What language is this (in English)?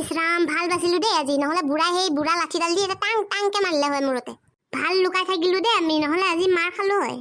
Assamese